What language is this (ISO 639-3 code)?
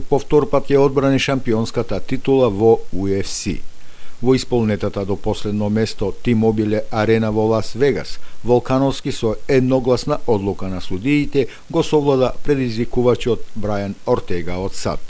mkd